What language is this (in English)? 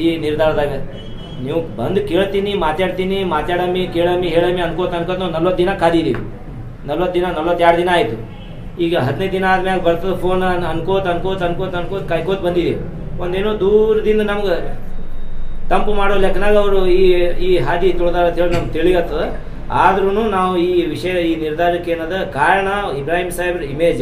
Kannada